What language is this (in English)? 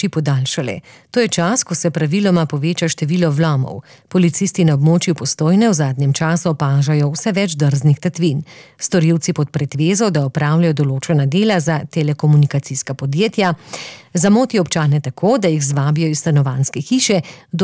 Slovenian